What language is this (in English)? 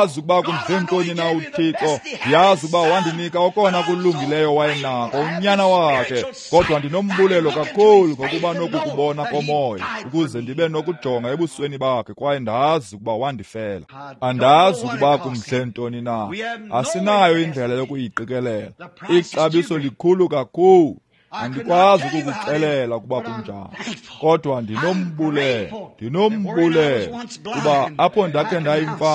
Xhosa